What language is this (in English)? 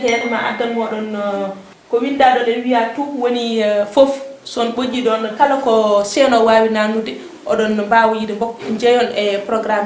Fula